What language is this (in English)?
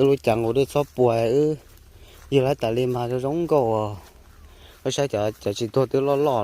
Hmong